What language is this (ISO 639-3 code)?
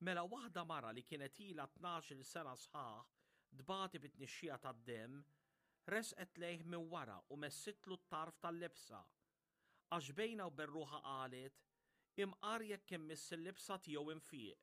mlt